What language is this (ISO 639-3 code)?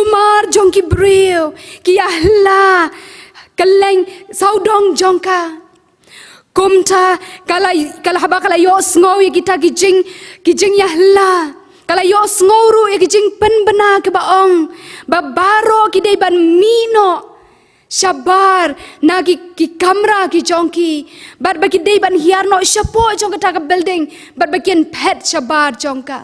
kha